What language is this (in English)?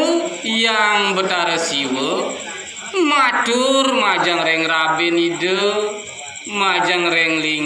Balinese